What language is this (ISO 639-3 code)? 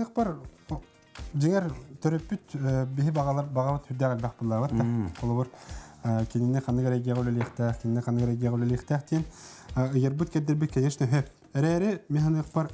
sah